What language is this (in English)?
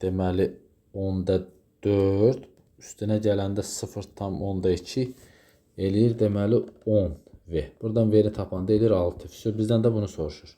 Azerbaijani